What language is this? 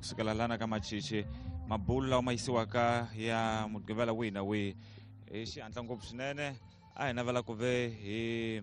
Tsonga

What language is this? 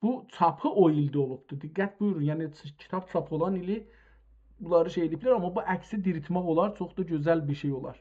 South Azerbaijani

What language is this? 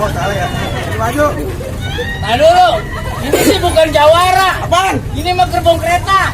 Betawi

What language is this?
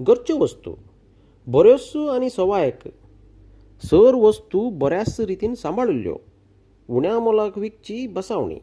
Konkani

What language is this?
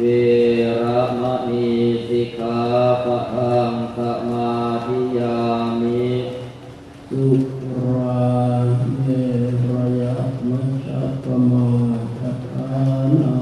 Pali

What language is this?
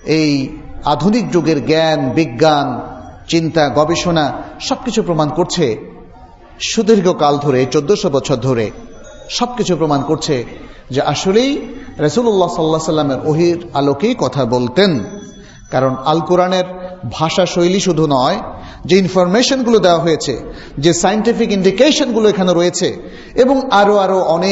Bangla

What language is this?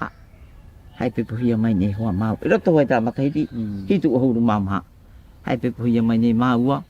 Tahitian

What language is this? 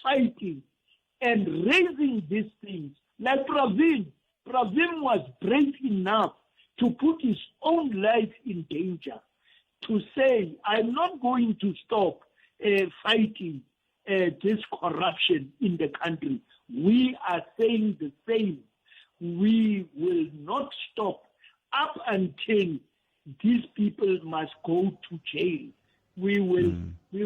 Tsonga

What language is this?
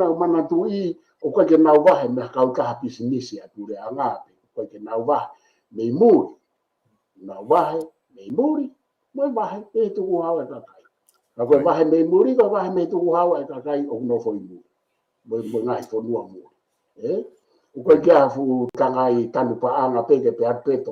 Tongan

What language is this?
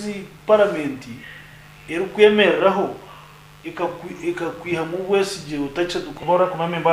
Nyankole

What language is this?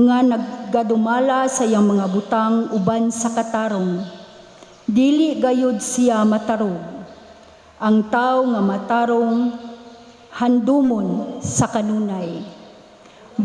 Cebuano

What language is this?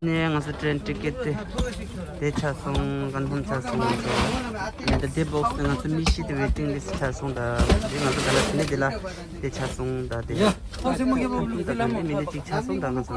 Tibetan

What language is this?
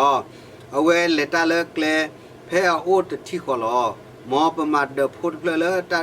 S'gaw Karen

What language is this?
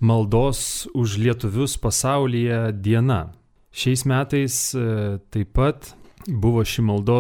Lithuanian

